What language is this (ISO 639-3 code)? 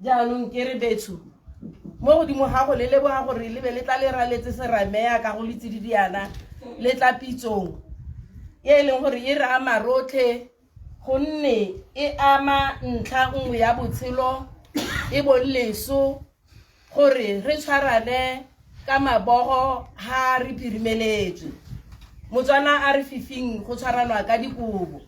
tsn